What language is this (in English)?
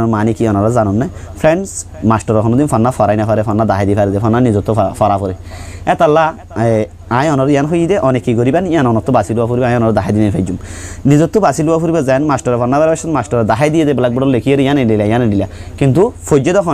Rohingya